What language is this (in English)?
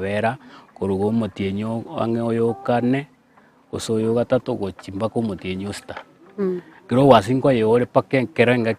Gusii